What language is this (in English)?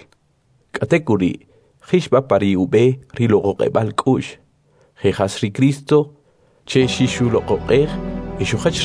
Kʼicheʼ